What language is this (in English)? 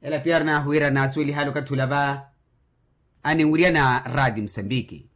Makhuwa